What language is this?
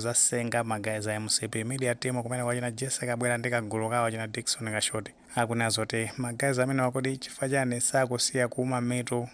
Nyanja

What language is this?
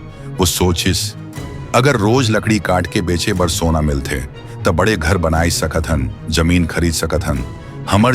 Chhattisgarhi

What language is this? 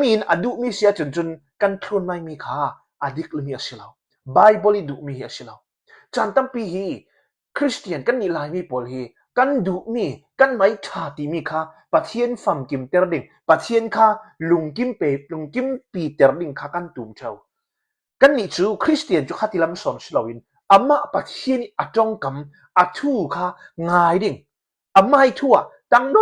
Hakha Chin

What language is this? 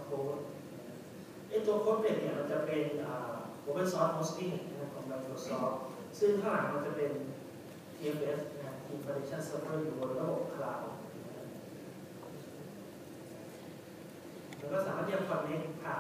Thai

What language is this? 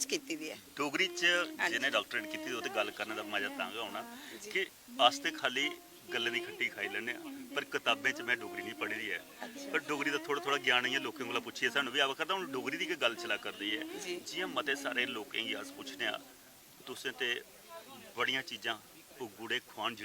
Dogri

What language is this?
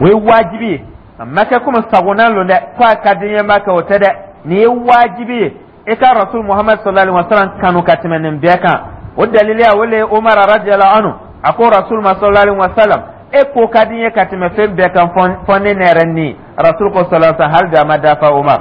Dyula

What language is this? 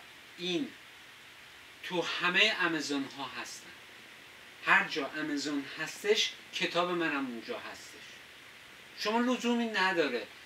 Persian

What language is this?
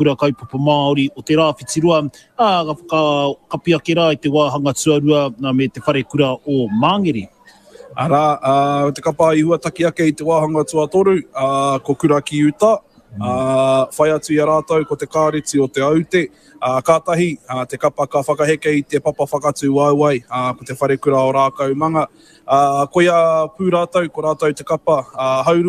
Māori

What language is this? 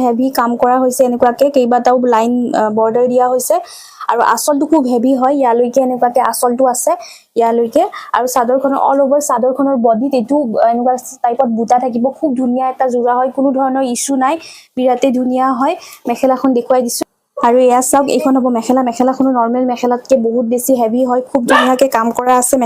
Assamese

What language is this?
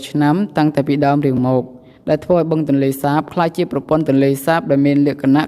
Khmer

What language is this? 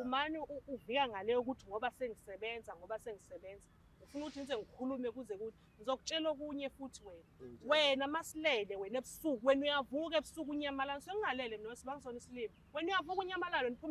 Zulu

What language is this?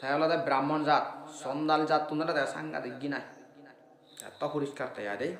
Assamese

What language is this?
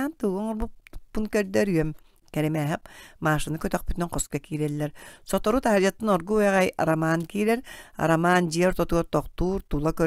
Yakut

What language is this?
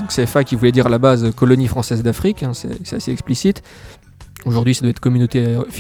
French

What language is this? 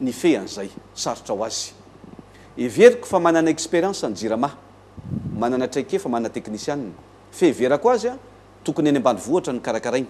Malagasy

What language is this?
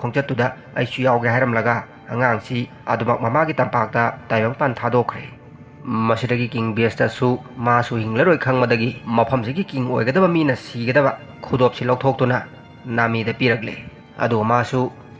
Manipuri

